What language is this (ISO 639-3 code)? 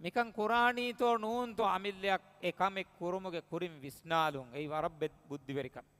div